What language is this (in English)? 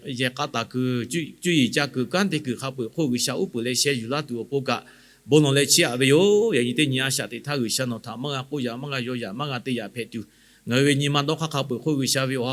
Lahu